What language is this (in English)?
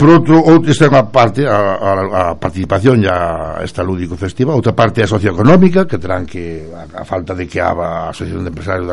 Galician